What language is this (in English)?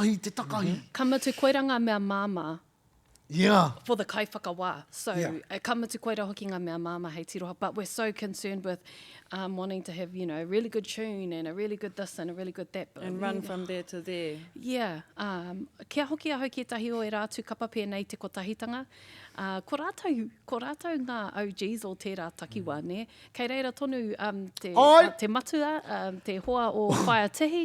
Māori